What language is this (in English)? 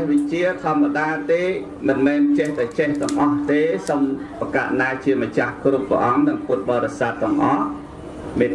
Khmer